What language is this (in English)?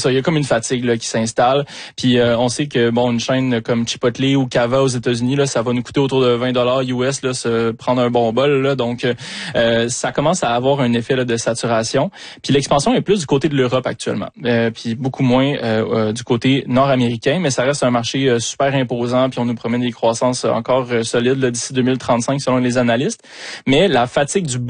French